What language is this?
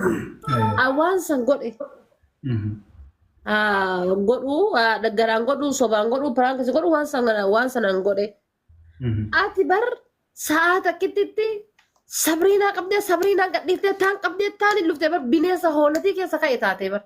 Oromo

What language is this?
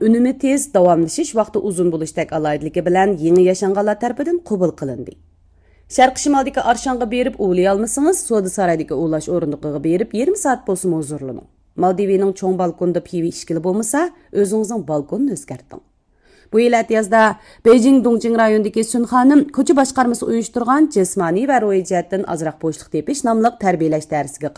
Uyghur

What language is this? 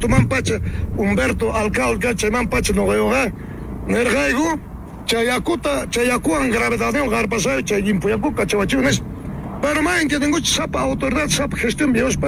South Bolivian Quechua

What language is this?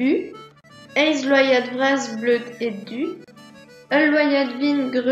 Breton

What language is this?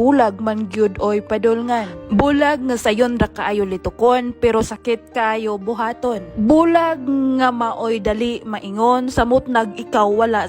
Cebuano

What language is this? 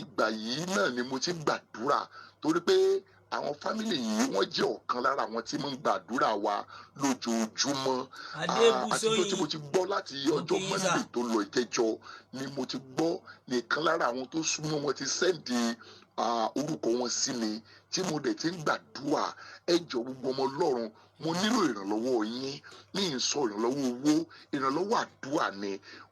Yoruba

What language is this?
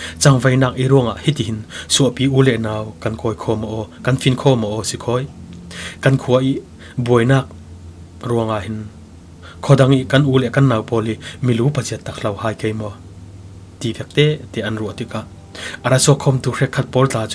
Falam Chin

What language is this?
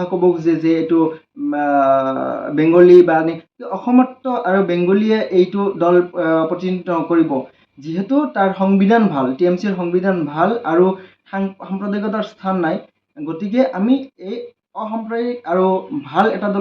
Assamese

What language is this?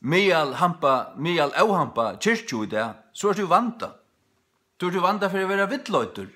Faroese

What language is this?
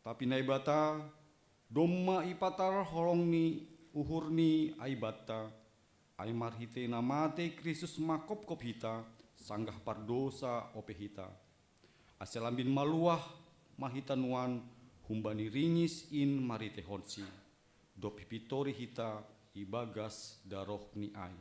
Batak Simalungun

